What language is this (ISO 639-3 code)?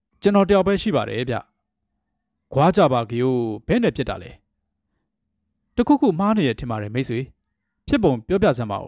mya